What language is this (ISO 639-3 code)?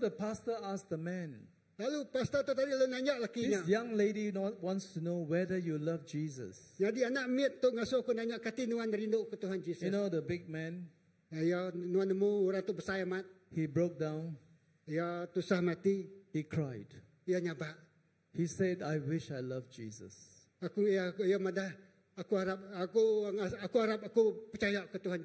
iba